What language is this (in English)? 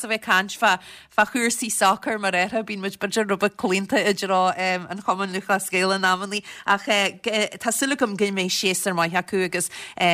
Irish